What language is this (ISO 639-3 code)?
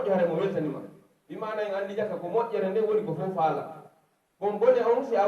fuf